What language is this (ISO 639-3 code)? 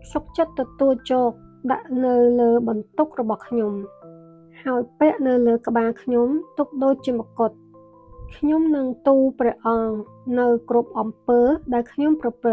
khm